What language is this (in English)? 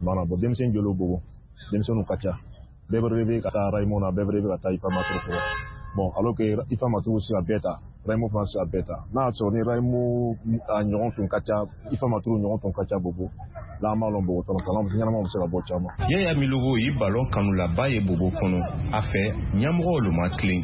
Bambara